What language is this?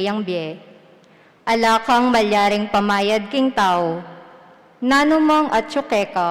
Pampanga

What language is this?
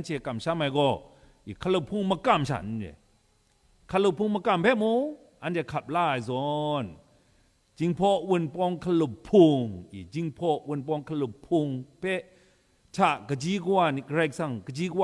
Kachin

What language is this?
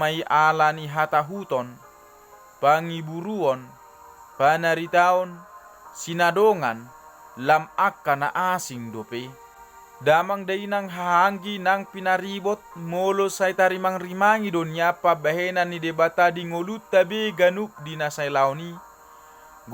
Batak Toba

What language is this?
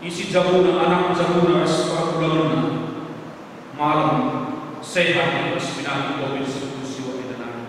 Batak Karo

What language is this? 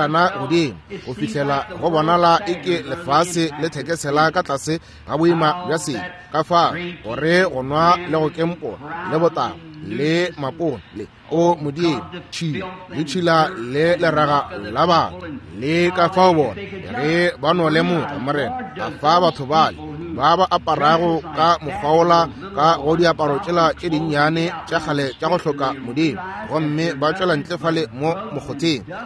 Northern Sotho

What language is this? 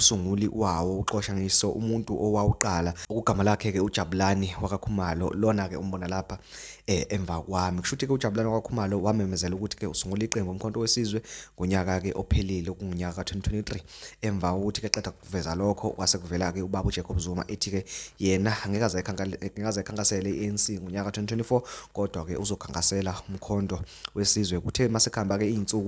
Zulu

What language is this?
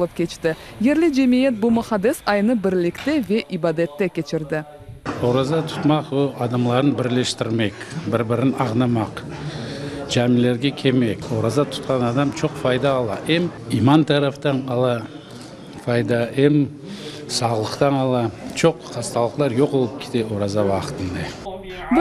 Crimean Tatar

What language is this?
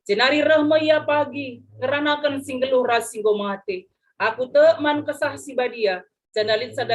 Batak Karo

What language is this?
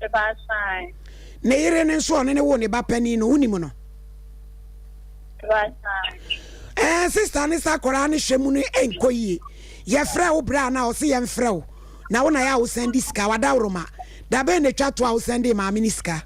Akan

